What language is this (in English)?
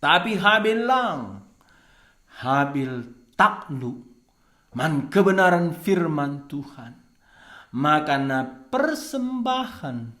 Batak Karo